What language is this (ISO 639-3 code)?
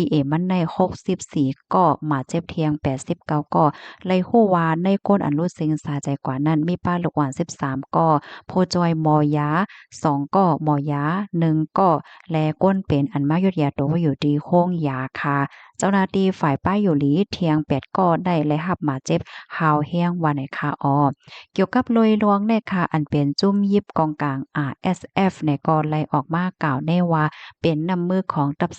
shn